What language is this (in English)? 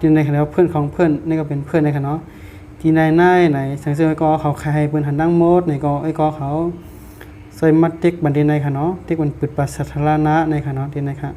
Shan